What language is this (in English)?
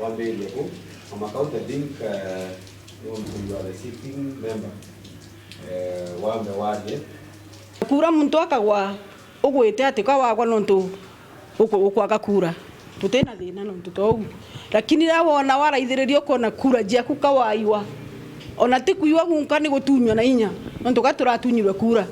Meru